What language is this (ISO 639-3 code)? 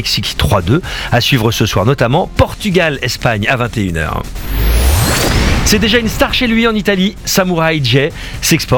fra